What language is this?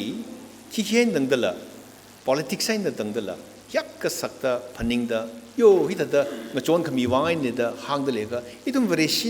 Tangkhul Naga (India)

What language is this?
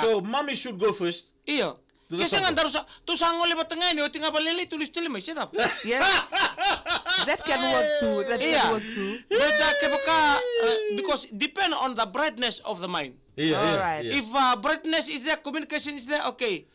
Fijian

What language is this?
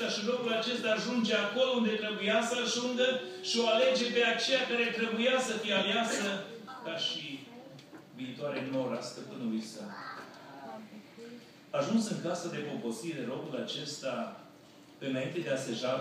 Romanian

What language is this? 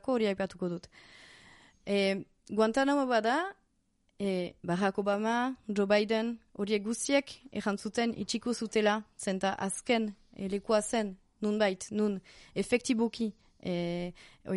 Basque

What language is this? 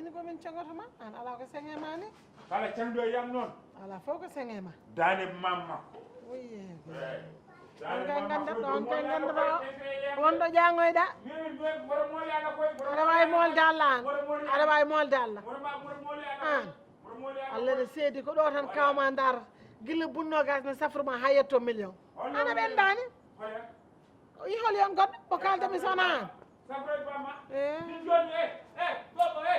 Fula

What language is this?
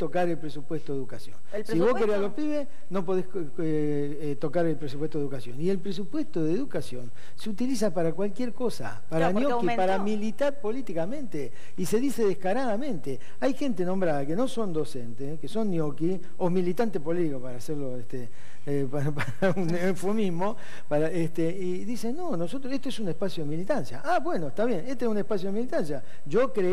Spanish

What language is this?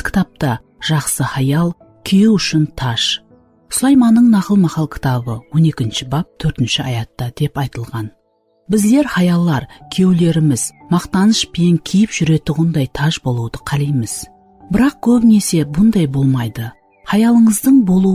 Kara-Kalpak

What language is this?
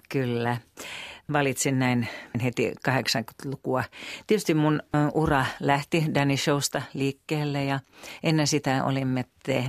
Finnish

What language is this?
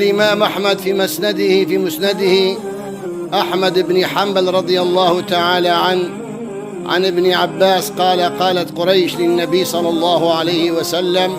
Kurdish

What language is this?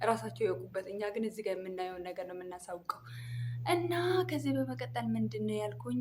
Amharic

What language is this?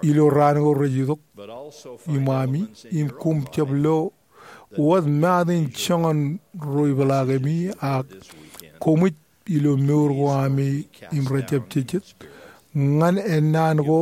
Marshallese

